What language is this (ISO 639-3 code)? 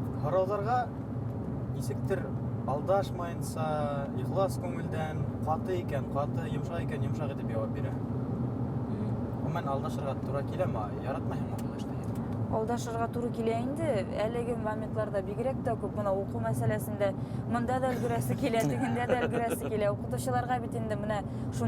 bak